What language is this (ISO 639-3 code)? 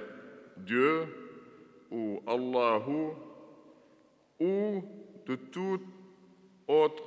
fra